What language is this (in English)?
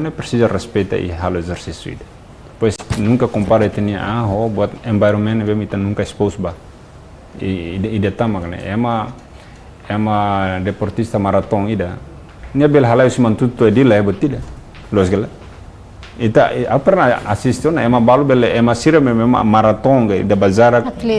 Tetum